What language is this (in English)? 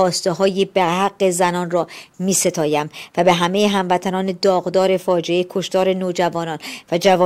Persian